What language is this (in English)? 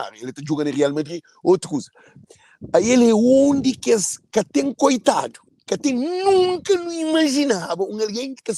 Kabuverdianu